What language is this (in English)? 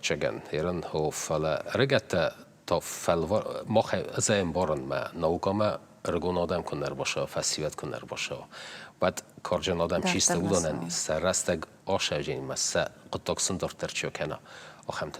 Ossetic